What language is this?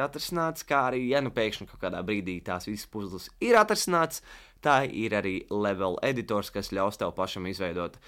Latvian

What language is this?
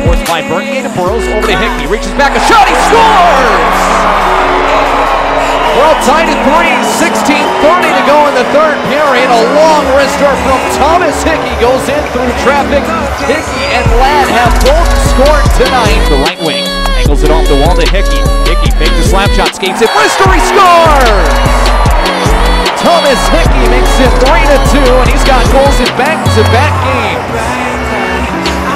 English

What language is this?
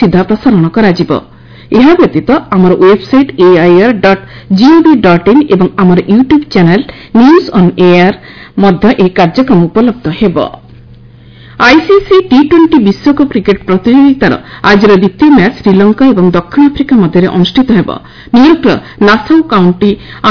Odia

